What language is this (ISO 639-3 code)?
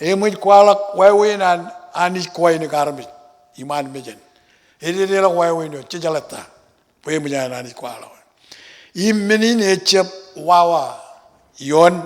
mah